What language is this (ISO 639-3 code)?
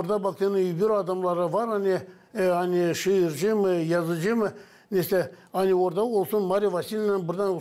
gag